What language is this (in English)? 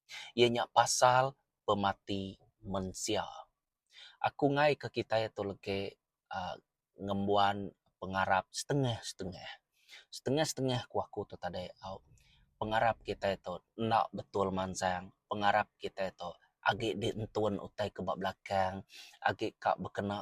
Iban